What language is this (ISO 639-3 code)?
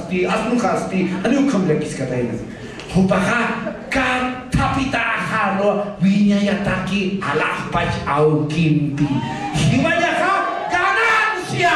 aym